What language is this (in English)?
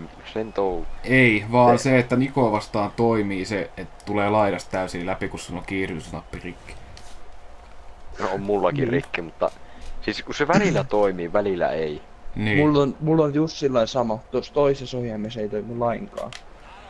Finnish